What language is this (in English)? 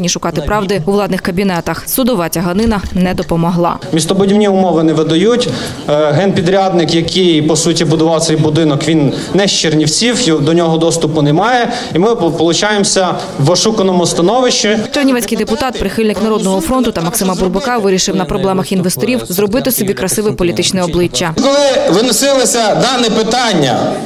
Ukrainian